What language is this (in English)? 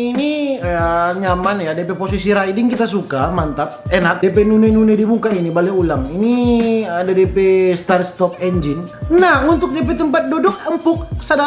Manado Malay